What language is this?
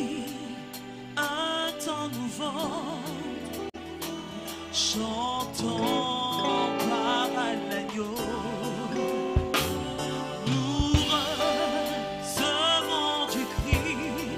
French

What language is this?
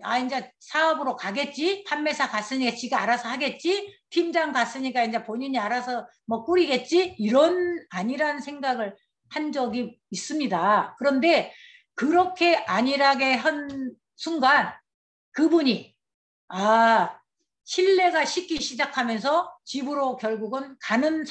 Korean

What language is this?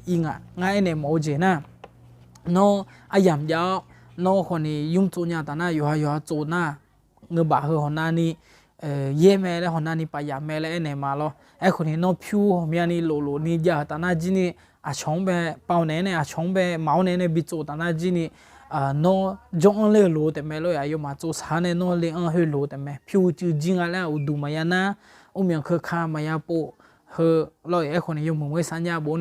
Akha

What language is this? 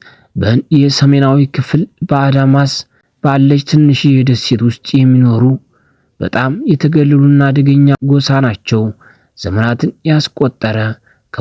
Amharic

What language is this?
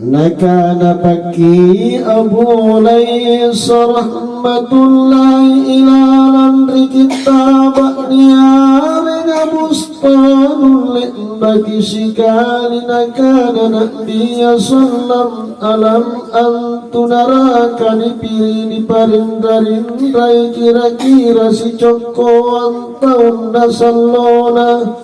Makasar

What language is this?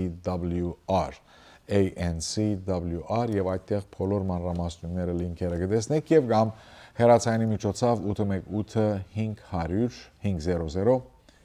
Western Armenian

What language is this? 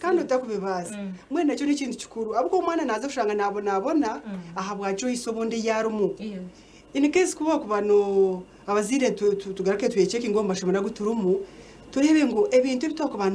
Nyankole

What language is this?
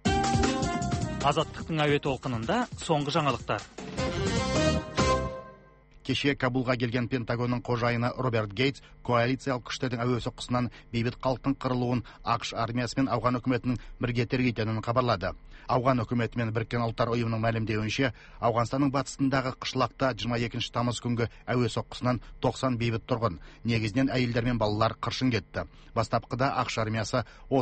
Kazakh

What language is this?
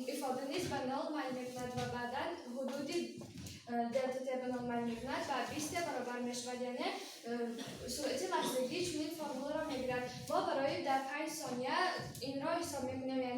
Tajik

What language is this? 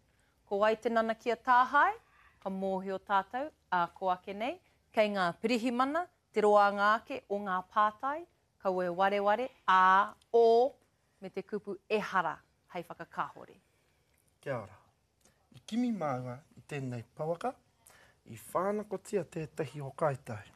Māori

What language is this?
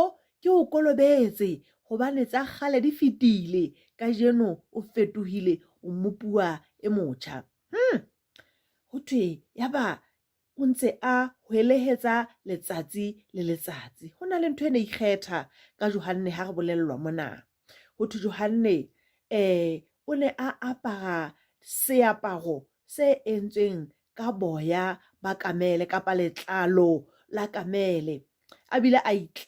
Southern Sotho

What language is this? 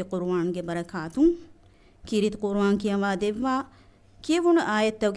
Divehi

